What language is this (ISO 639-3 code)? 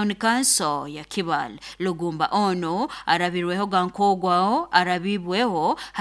nyo